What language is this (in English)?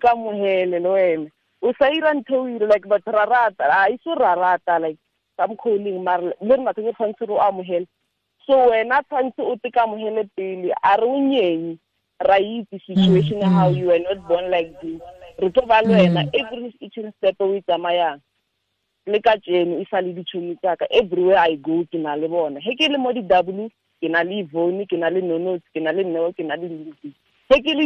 Tswana